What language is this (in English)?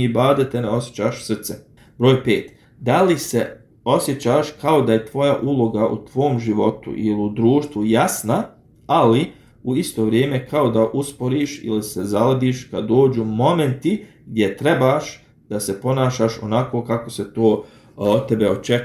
Bosnian